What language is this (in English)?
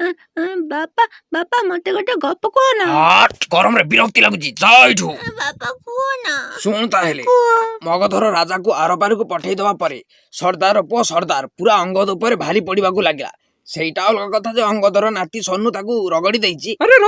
Odia